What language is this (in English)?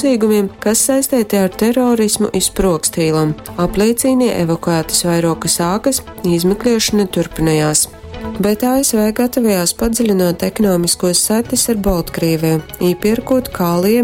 Latgalian